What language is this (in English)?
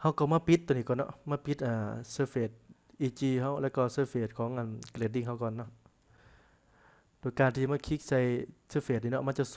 Lao